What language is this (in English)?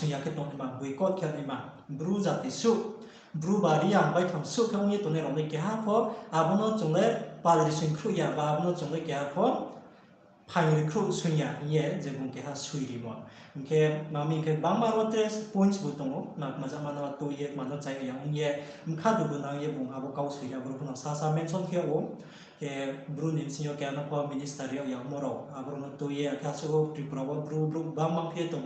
Riang (India)